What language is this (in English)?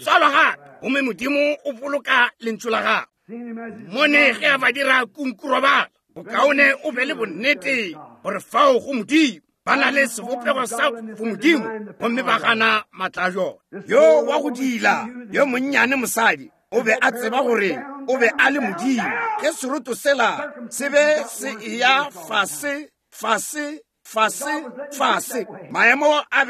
Northern Sotho